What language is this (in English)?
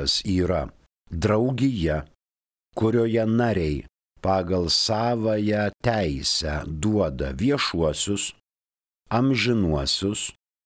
Lithuanian